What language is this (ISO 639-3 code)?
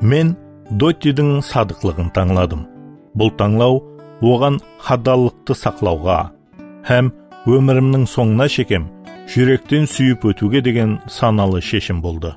kaa